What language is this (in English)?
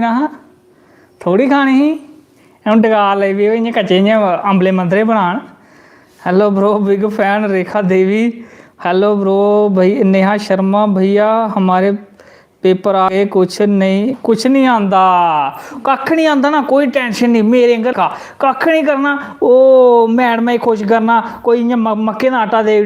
Dogri